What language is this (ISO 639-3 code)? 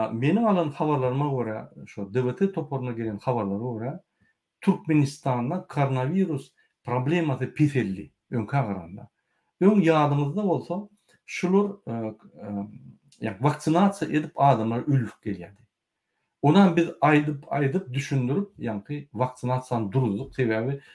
tuk